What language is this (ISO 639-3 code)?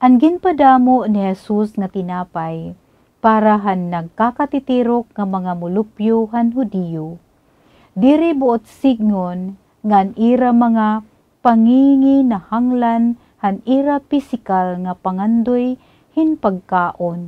war